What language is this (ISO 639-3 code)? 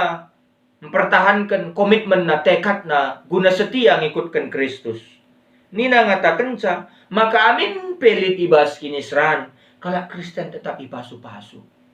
btx